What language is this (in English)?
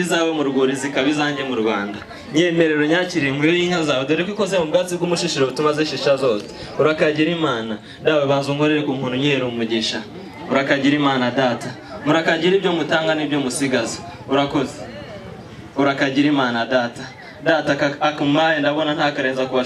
Kinyarwanda